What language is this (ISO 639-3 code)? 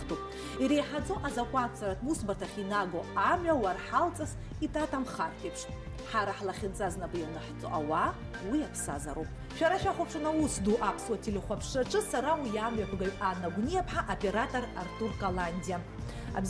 abk